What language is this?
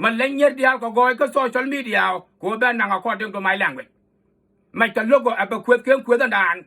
Nuer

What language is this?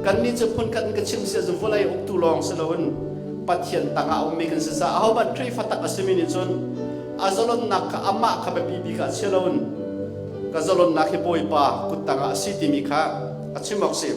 Hakha Chin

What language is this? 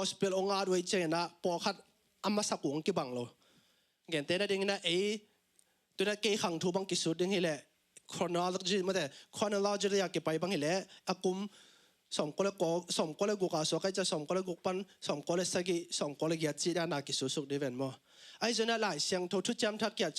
Tedim Chin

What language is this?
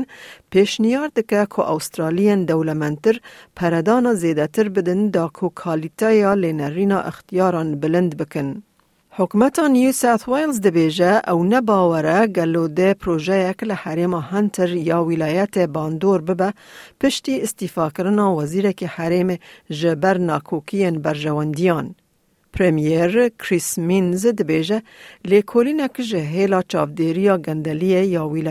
Kurdish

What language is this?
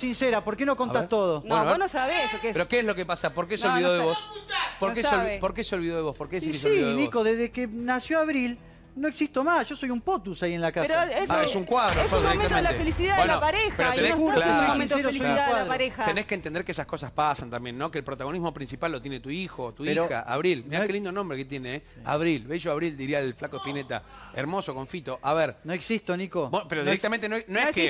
Spanish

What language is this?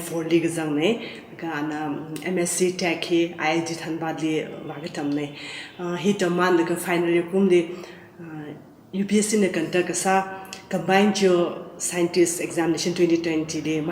Tangkhul Naga (India)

